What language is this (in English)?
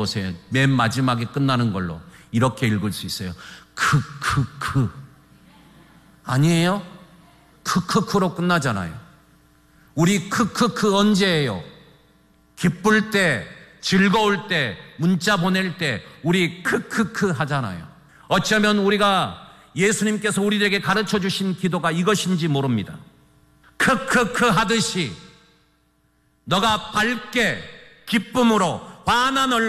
Korean